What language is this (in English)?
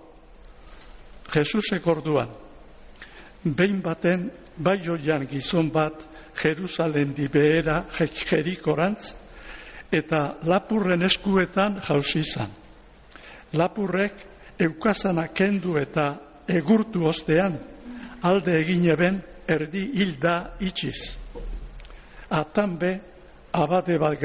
Basque